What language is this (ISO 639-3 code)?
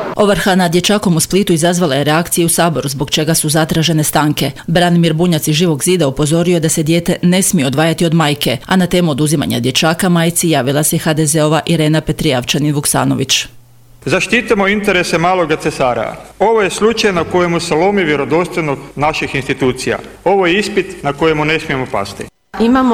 hrv